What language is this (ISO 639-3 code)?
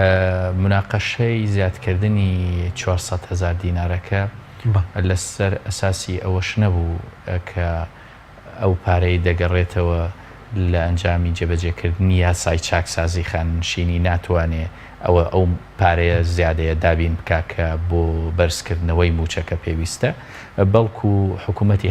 ckb